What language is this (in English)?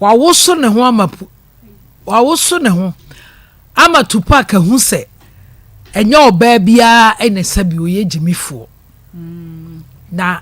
Akan